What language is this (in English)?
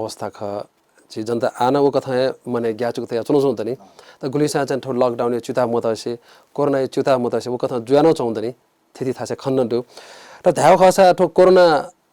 Newari